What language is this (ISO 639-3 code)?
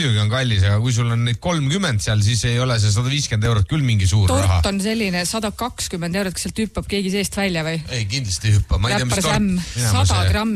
est